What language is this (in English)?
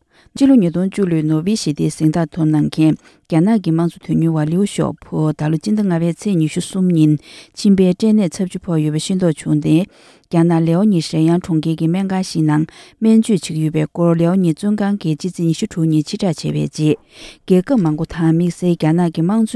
Tibetan